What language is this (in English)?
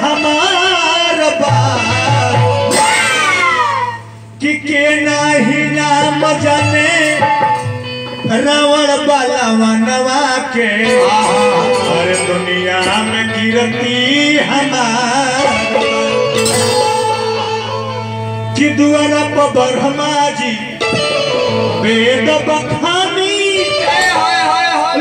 Bhojpuri